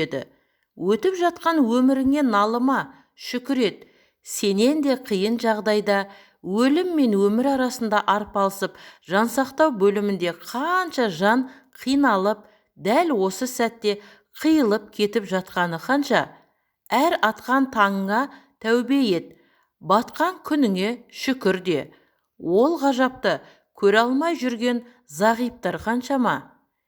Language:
Kazakh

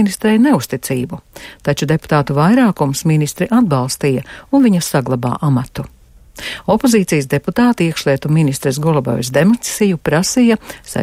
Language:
Latvian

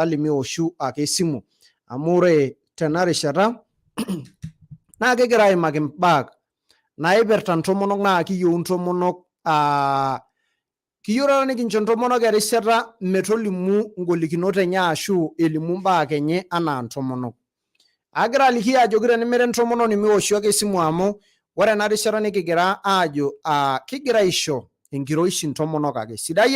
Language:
Masai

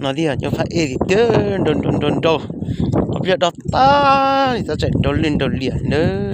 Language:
Hmong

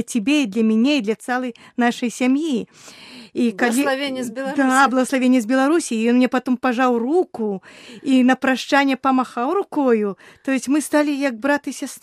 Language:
Belarusian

